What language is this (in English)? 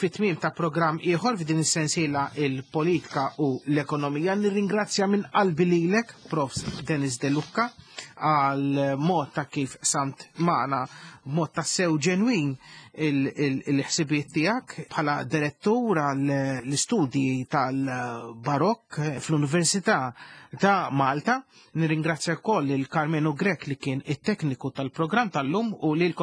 Maltese